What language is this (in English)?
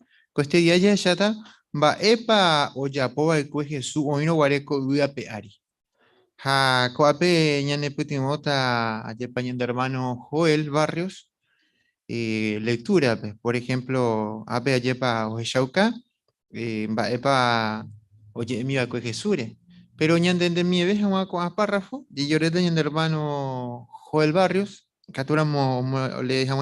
Guarani